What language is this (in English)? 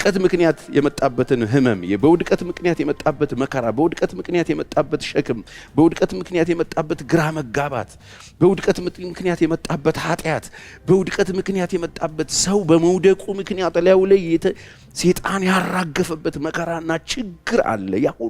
Amharic